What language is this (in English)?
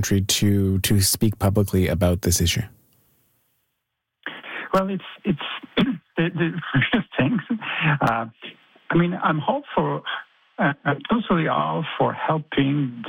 English